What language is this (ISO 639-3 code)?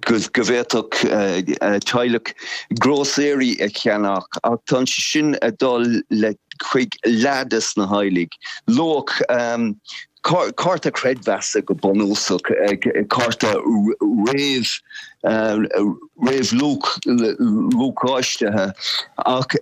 gle